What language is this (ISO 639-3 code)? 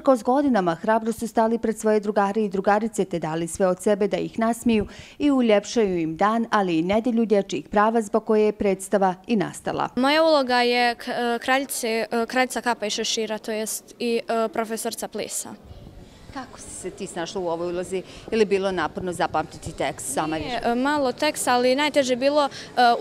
bos